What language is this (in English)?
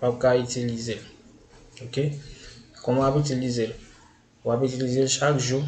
Haitian Creole